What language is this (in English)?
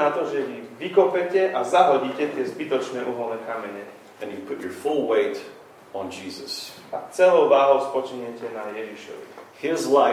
Slovak